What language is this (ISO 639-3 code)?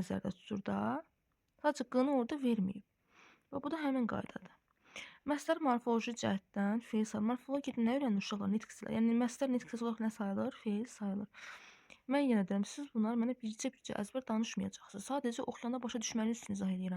aze